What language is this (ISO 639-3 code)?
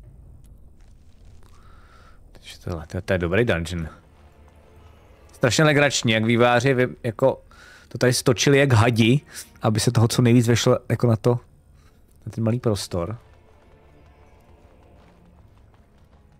ces